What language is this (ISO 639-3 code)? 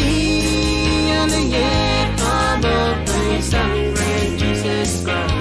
pon